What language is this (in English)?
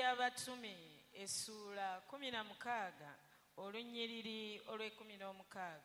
Ganda